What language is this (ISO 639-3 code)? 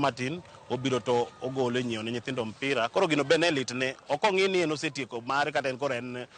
luo